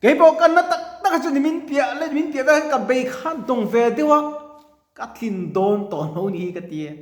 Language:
Mizo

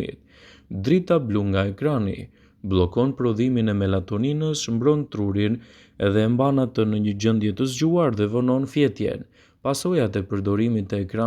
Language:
Albanian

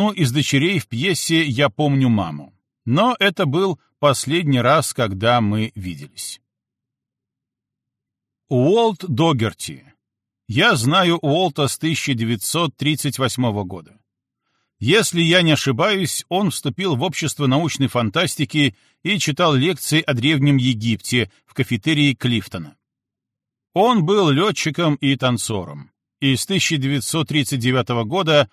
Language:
Russian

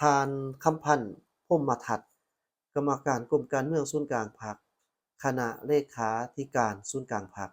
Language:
Lao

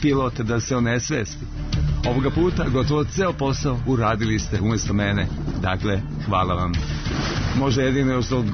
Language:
Serbian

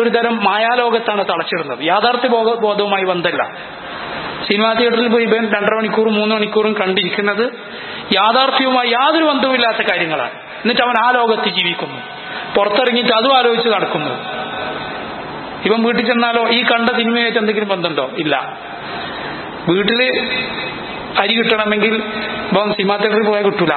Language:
Malayalam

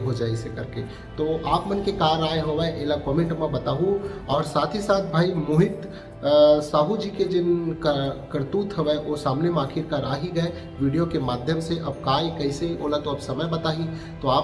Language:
Chhattisgarhi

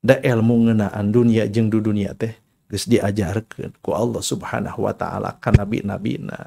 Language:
Sundanese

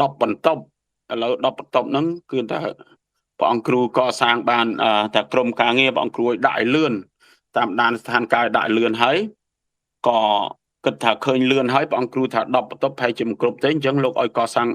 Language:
Khmer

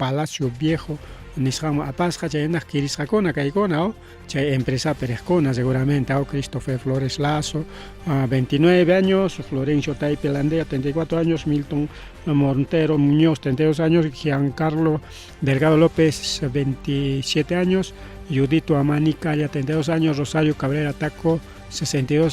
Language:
Ayacucho Quechua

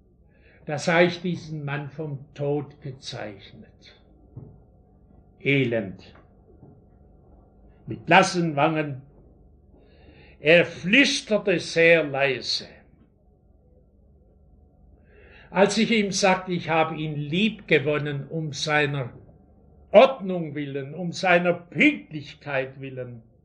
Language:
German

